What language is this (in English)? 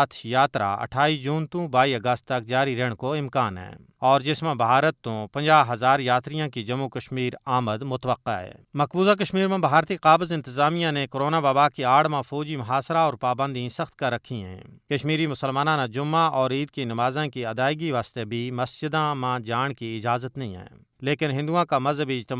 Gujari